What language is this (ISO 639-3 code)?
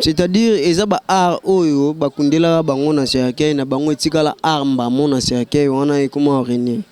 lin